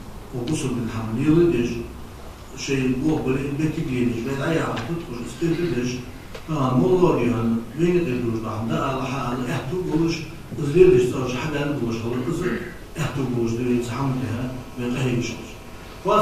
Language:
Ingush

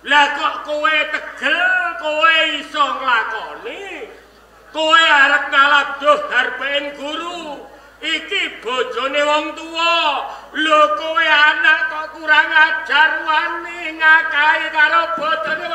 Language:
Javanese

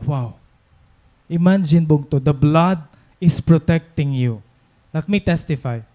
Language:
Waray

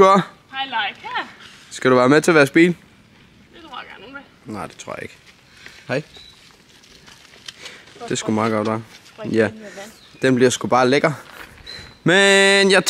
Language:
Danish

